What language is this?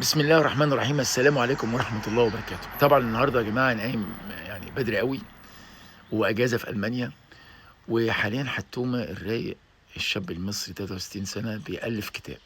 Egyptian Arabic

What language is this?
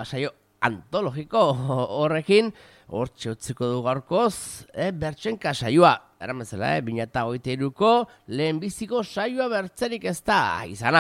Basque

